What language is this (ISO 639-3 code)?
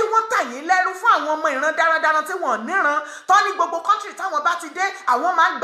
yor